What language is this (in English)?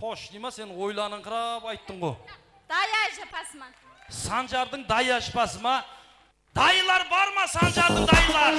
Kara-Kalpak